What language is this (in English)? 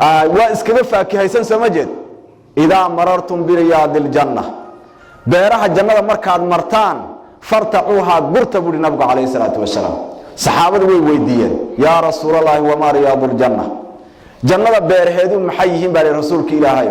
Somali